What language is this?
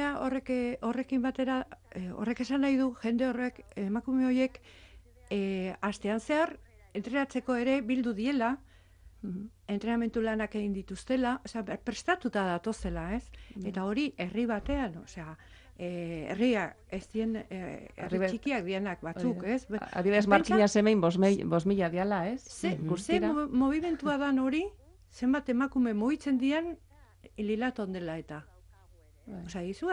Basque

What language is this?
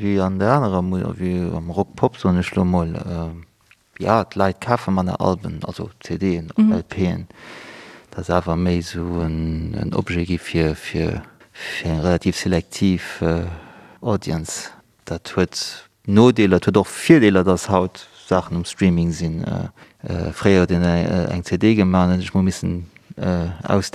Luxembourgish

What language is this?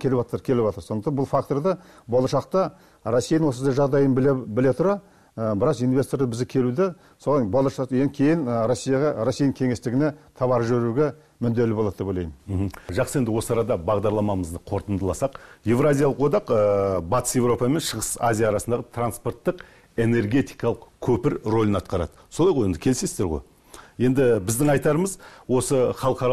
Kazakh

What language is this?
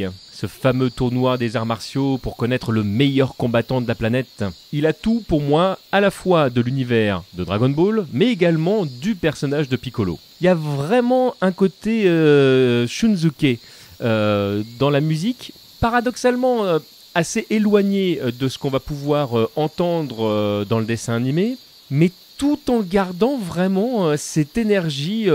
French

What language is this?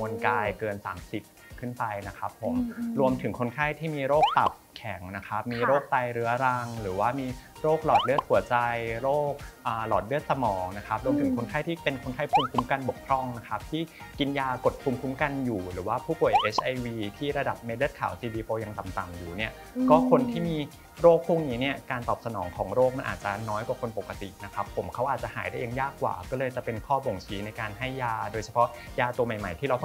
Thai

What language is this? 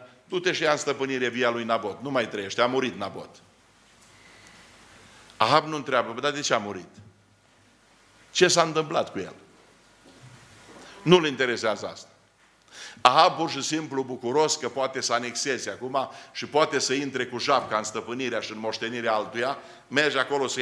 Romanian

